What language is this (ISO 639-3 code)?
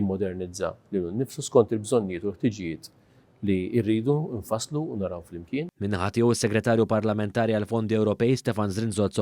mlt